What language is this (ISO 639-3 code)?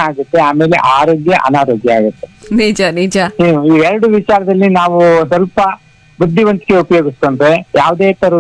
kan